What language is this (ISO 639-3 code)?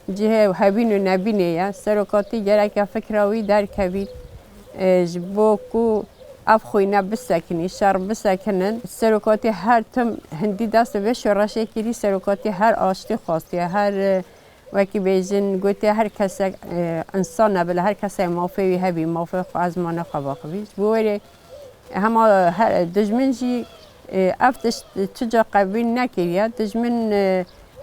kur